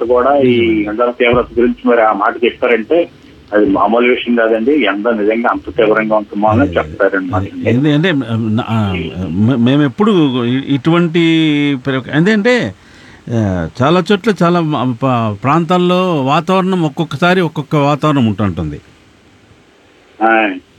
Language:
Telugu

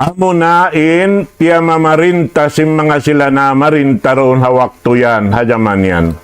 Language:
Tausug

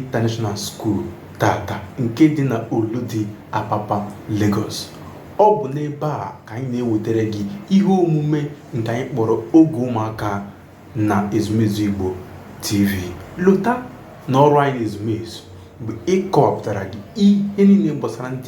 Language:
Igbo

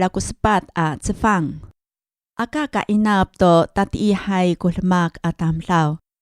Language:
Amis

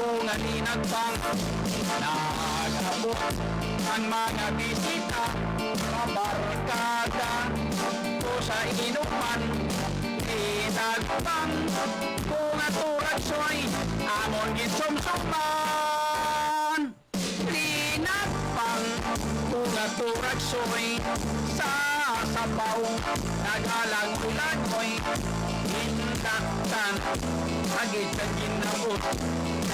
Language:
Hiligaynon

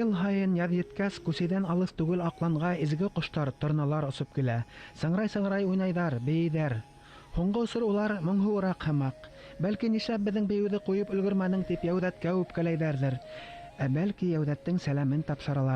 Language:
Bashkir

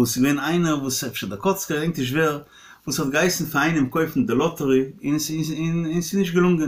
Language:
Yiddish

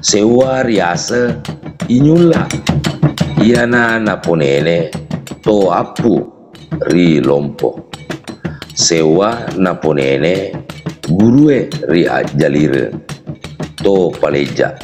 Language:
Buginese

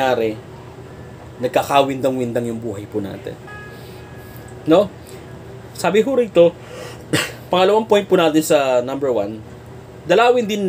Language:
Filipino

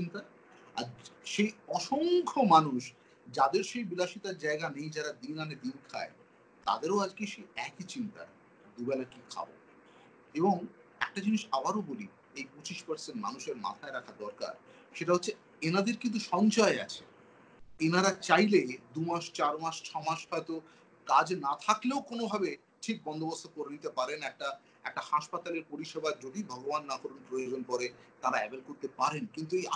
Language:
Bangla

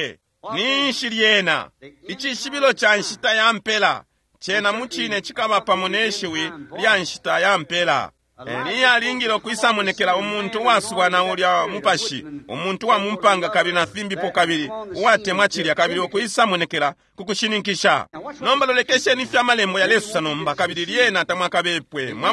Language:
Bemba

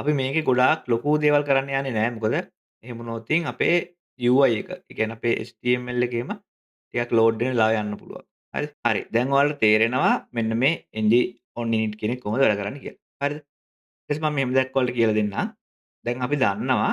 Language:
Sinhala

